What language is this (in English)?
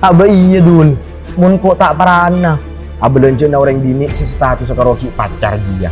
Madurese